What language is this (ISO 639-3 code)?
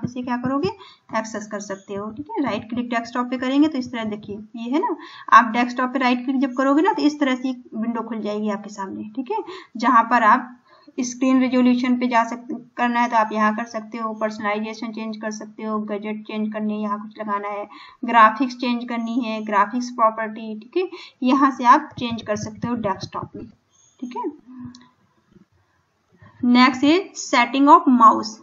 hin